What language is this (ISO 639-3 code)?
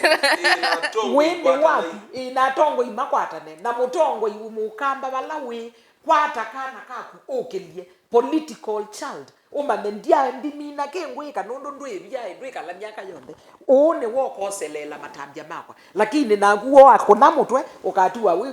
kam